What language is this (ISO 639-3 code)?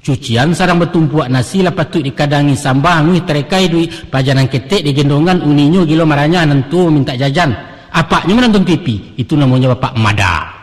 min